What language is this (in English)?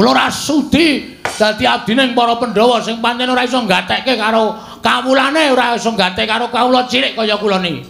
Javanese